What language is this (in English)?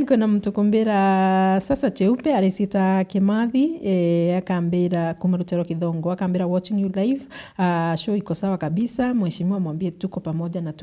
Meru